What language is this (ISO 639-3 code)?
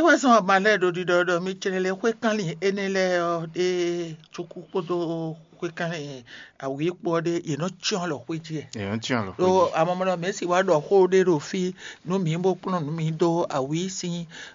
fon